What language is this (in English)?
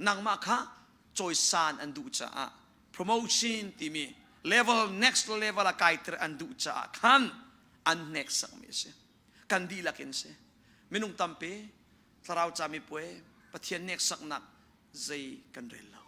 Hakha Chin